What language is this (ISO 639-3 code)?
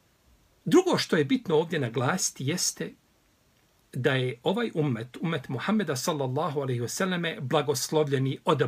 bos